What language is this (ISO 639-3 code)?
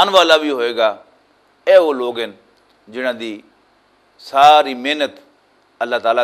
lah